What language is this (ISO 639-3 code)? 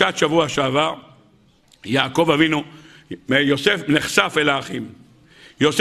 heb